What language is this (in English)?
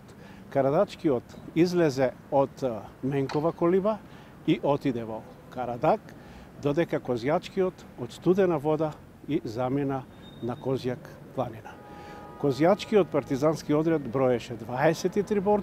Macedonian